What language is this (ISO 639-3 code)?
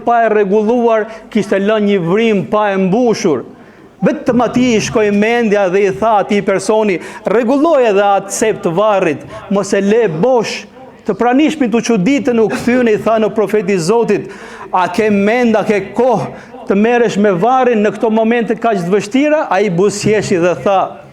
sqi